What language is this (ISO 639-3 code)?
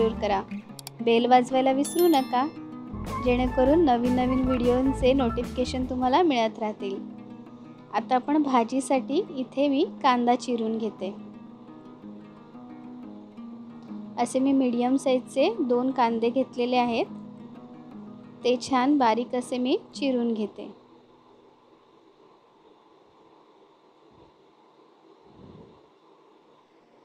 mar